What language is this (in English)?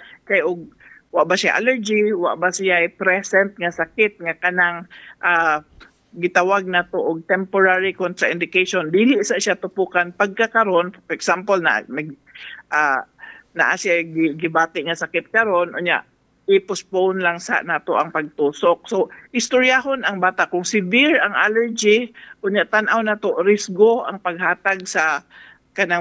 Cebuano